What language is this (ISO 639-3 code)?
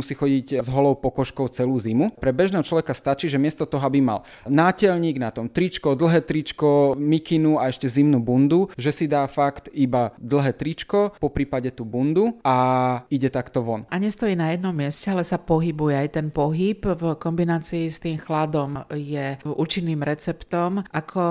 slk